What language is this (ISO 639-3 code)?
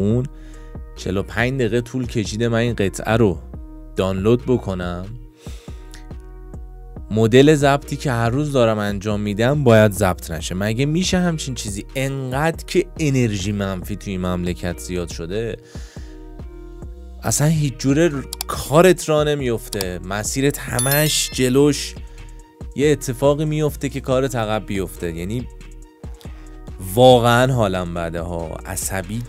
fas